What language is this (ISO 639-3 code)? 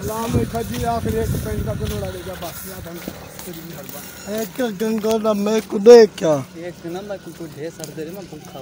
skr